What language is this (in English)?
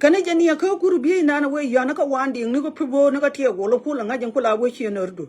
Nuer